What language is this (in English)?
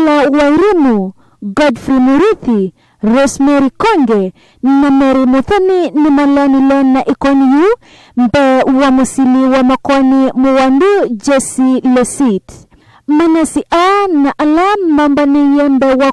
Kamba